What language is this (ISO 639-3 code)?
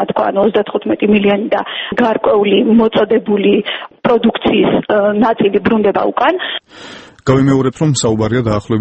kat